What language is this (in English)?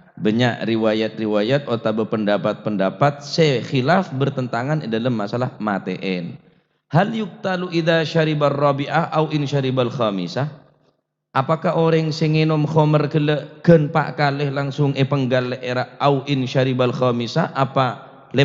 Madurese